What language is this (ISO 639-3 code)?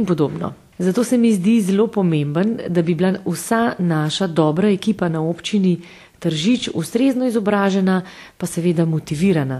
slv